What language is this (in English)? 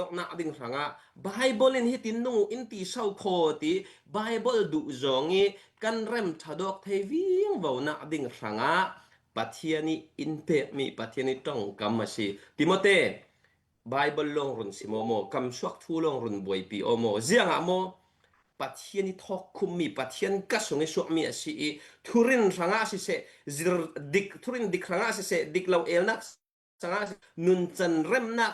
Falam Chin